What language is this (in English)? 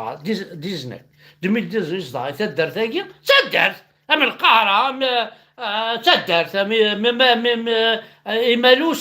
Kabyle